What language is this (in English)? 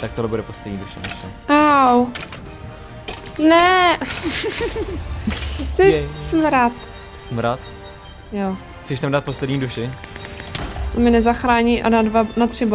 Czech